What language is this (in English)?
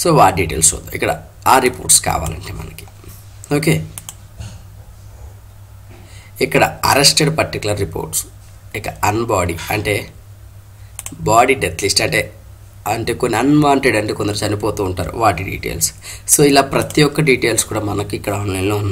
Telugu